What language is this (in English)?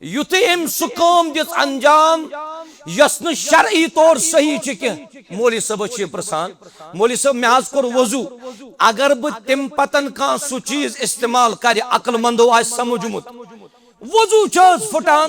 Kashmiri